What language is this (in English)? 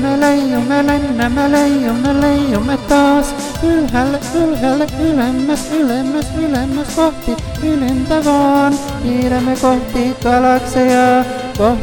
Finnish